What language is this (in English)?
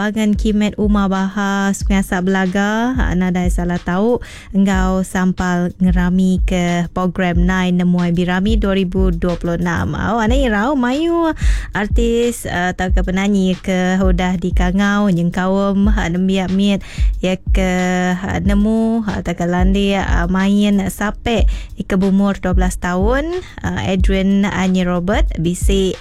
Iban